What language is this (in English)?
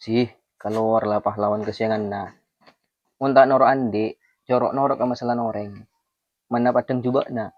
Madurese